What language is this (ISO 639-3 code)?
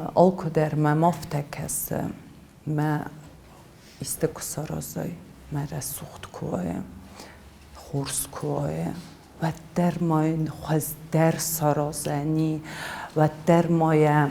oss